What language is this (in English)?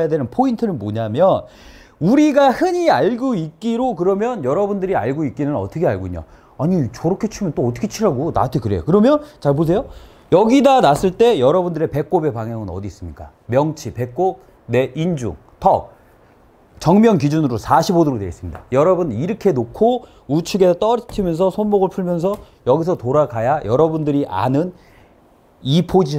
Korean